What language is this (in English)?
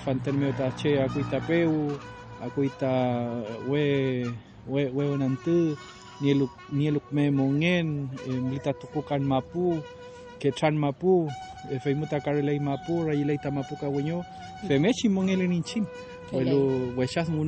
Mapuche